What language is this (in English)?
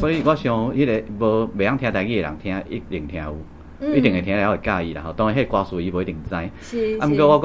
Min Nan Chinese